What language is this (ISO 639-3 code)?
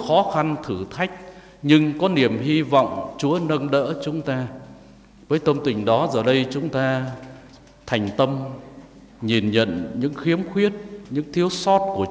vie